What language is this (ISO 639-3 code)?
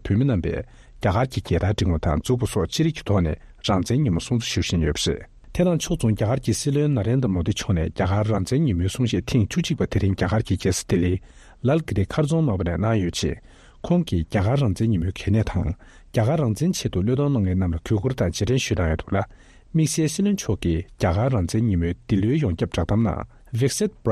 bod